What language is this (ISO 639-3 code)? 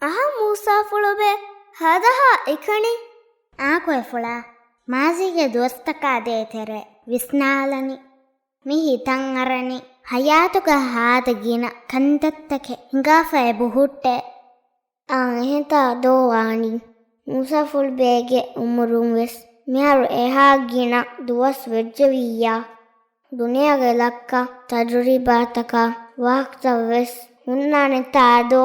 div